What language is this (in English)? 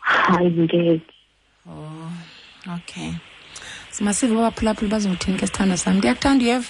Xhosa